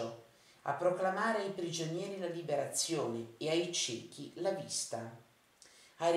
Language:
Italian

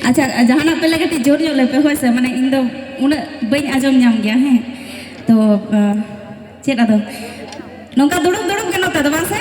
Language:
Santali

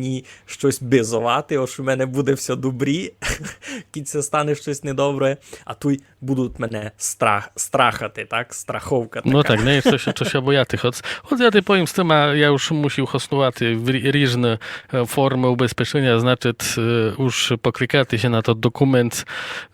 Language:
Rusyn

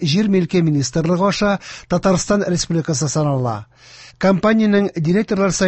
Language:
Tatar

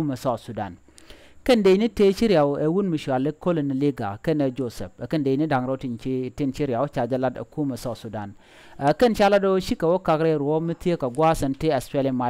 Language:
Nuer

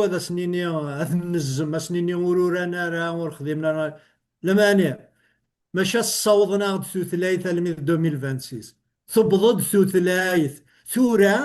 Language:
Kabyle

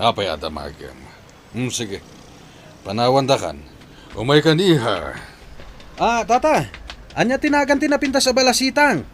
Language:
Iloko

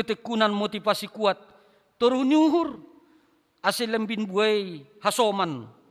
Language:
Batak Simalungun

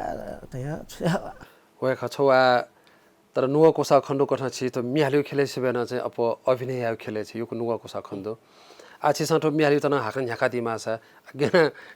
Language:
Newari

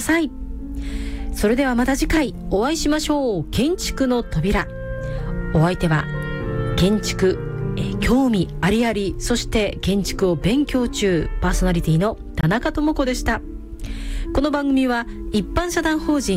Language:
Japanese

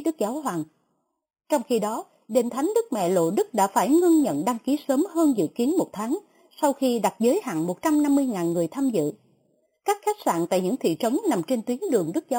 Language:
Vietnamese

